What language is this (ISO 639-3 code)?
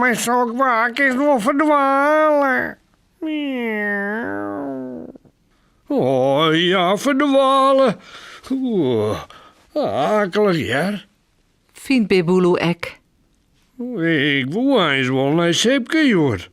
fry